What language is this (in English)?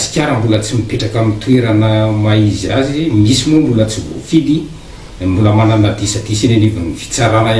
Malagasy